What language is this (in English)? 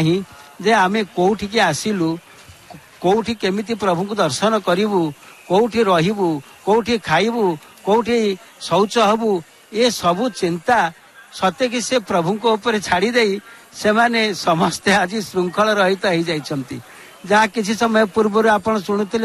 Odia